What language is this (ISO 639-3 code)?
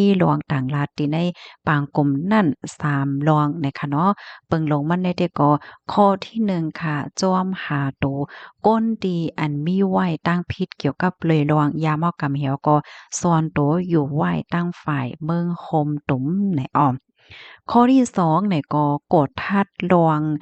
shn